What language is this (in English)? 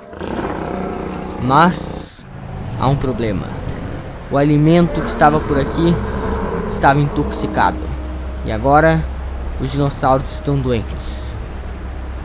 Portuguese